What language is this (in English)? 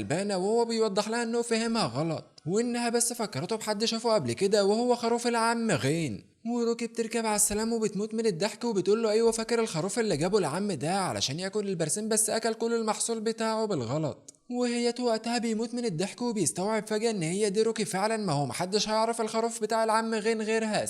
Egyptian Arabic